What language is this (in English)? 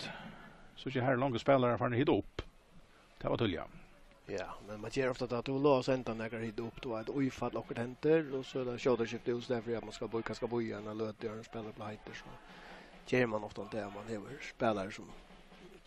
Faroese